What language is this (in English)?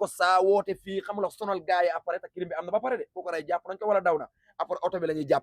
Wolof